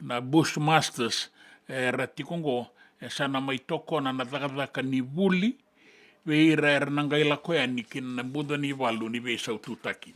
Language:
Fijian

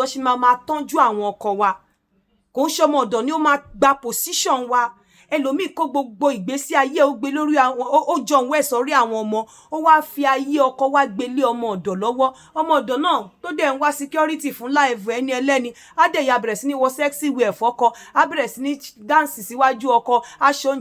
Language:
Yoruba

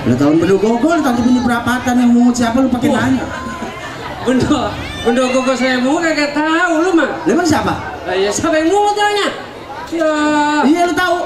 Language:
Betawi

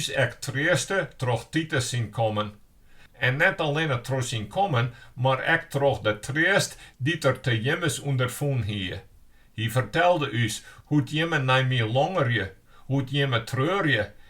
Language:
Western Frisian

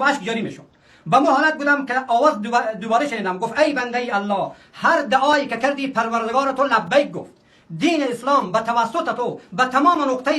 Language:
Persian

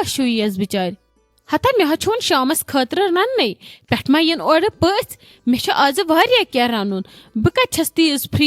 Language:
Kashmiri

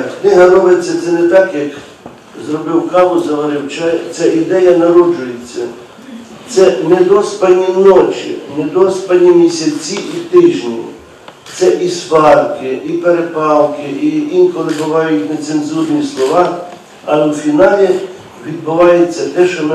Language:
Ukrainian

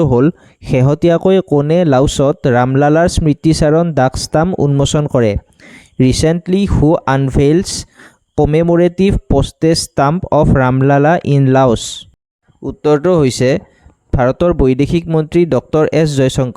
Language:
Assamese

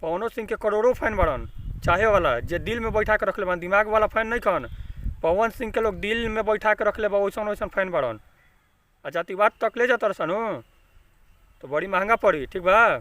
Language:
Bhojpuri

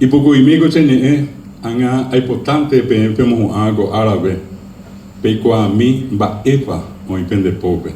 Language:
Guarani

